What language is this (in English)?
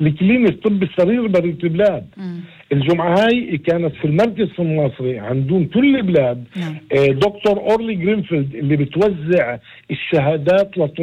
North Levantine Arabic